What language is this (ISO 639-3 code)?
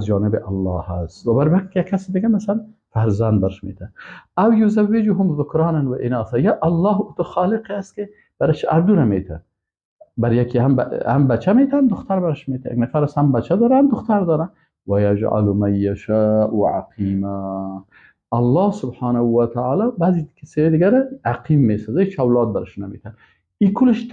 fas